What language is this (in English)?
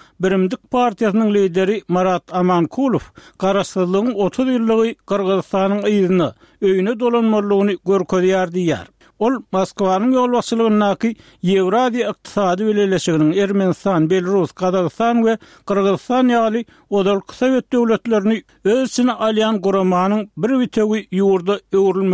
Turkmen